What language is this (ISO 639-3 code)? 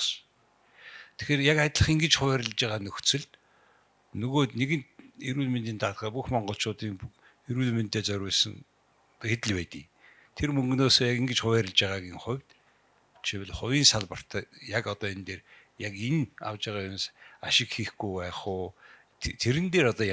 mon